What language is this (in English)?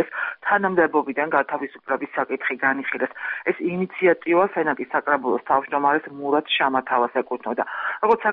Georgian